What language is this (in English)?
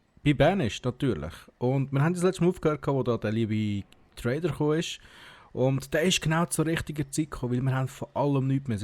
Swiss German